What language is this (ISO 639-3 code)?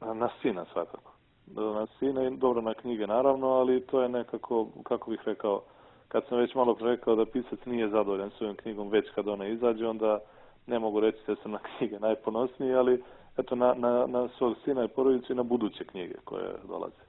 srp